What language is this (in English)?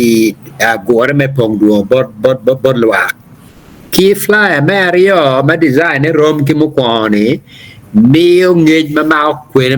Acoli